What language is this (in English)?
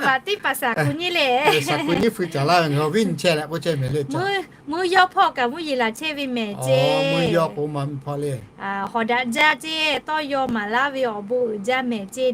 Lahu